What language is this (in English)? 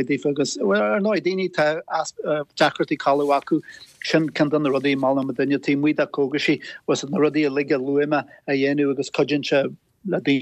Irish